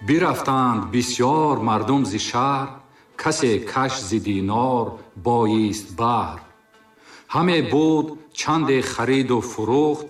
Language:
Tajik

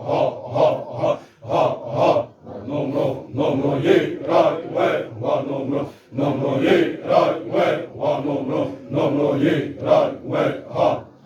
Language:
Xavánte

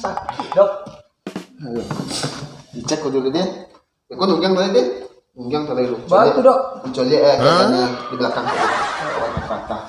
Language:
Minangkabau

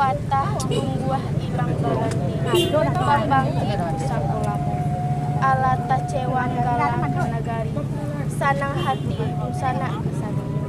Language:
Minangkabau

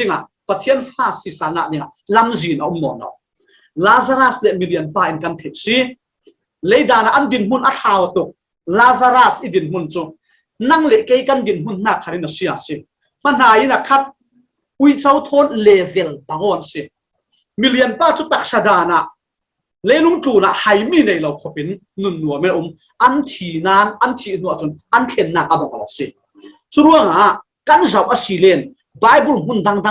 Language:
Falam Chin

